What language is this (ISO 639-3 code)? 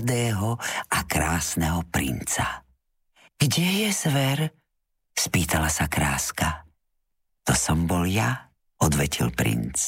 slk